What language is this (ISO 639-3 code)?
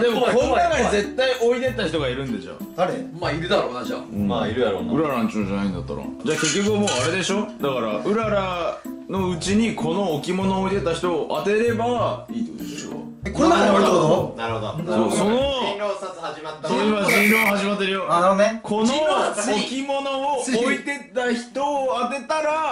jpn